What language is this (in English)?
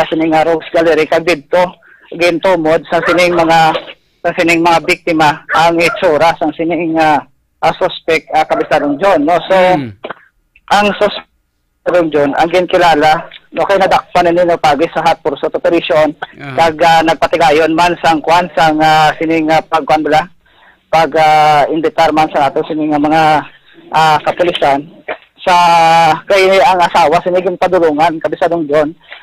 Hiligaynon